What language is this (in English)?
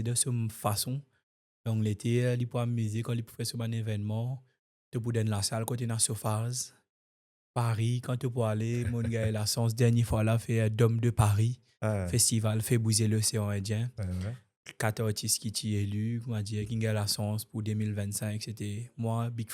Morisyen